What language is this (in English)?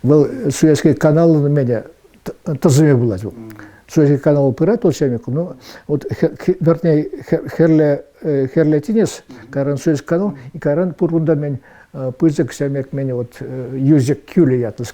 Chuvash